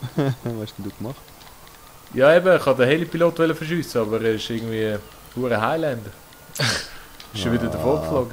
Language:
Swiss German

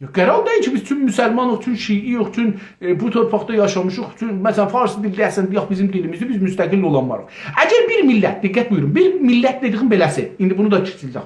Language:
South Azerbaijani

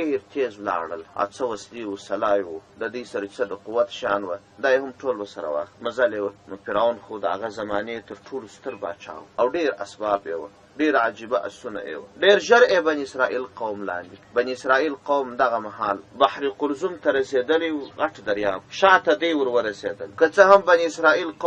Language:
Pashto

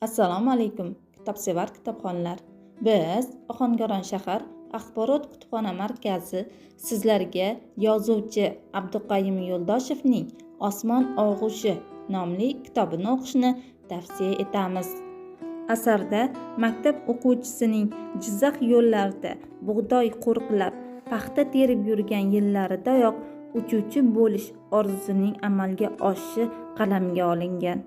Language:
Uzbek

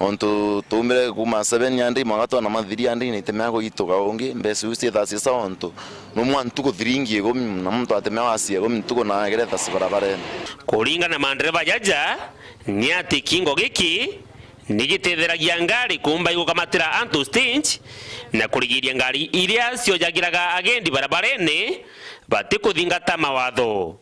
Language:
Meru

